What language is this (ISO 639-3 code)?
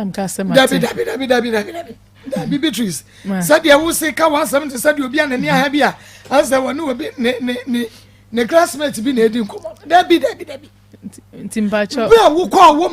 aka